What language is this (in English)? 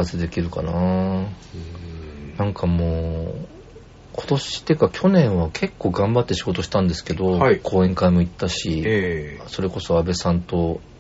Japanese